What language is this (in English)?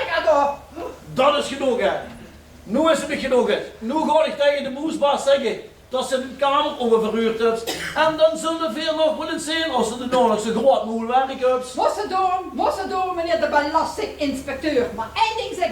Limburgish